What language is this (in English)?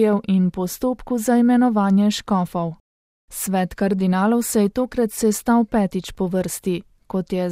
Slovenian